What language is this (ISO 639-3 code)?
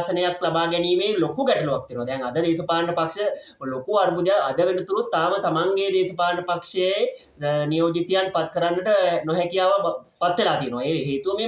sin